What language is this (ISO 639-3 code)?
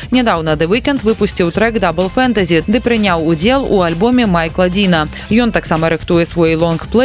bel